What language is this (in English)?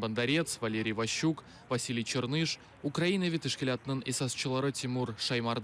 Crimean Tatar